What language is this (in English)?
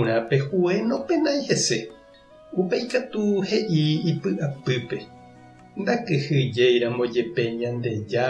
Guarani